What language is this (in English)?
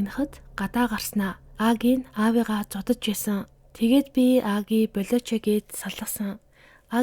Mongolian